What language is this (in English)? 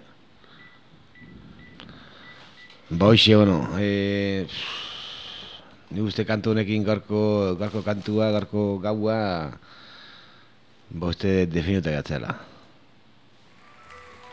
Basque